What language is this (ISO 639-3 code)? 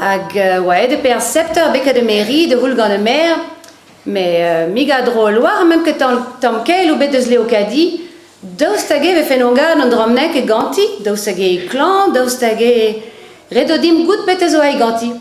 bre